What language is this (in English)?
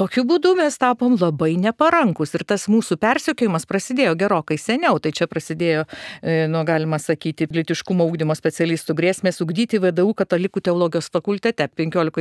Lithuanian